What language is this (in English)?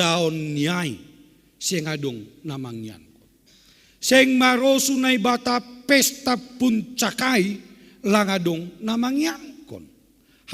Batak Simalungun